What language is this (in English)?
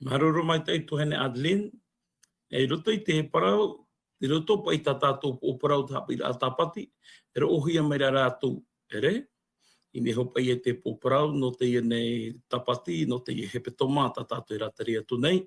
Tahitian